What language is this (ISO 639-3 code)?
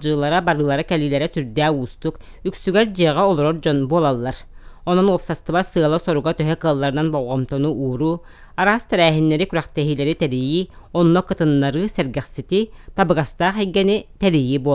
sah